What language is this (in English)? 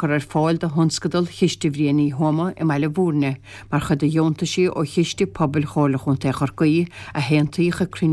Irish